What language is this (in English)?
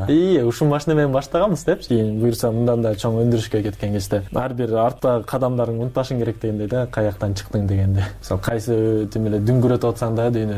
Kyrgyz